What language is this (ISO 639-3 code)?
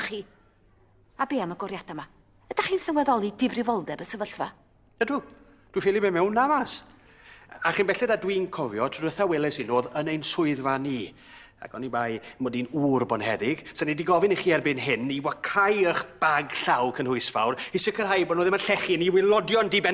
cym